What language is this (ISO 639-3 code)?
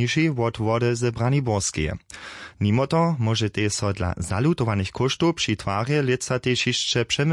hsb